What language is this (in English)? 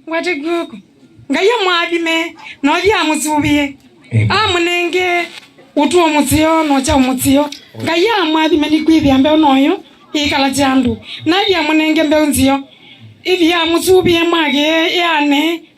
Kamba